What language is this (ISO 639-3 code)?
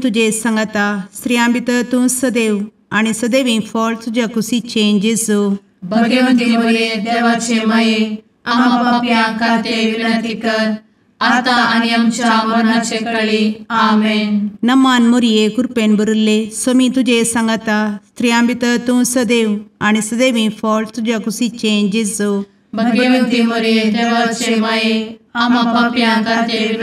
kok